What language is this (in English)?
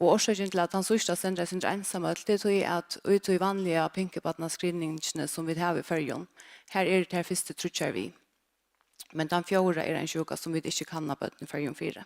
Faroese